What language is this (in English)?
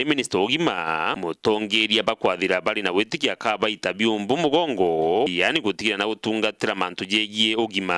Meru